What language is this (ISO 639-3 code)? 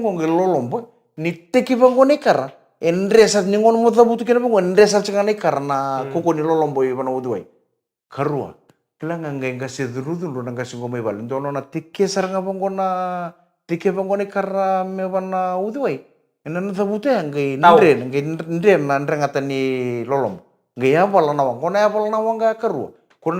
fij